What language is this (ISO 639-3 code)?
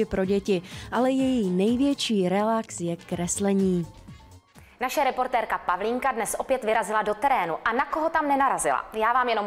ces